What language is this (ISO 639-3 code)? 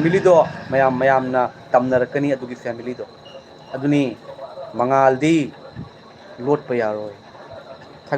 mni